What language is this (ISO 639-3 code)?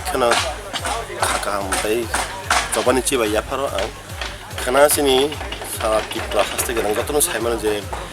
trp